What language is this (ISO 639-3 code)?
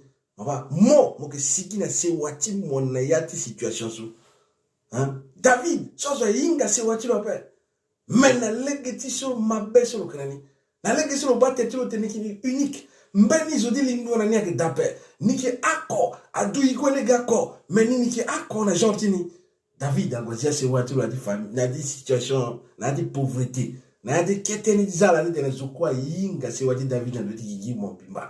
sag